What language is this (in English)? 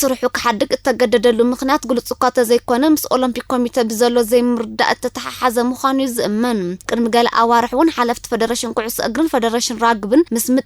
Tigrinya